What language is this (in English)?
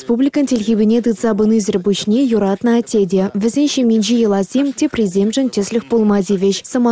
Chuvash